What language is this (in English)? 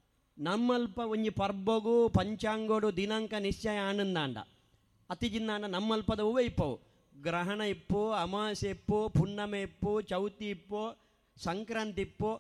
Tulu